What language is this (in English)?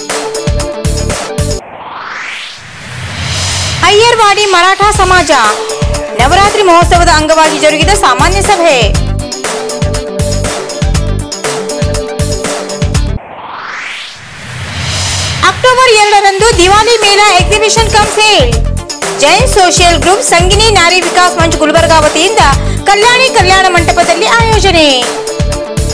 Kannada